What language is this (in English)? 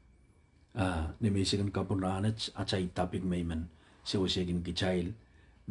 Pohnpeian